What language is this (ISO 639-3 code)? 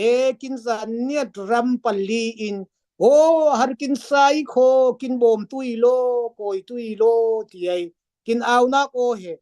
cfm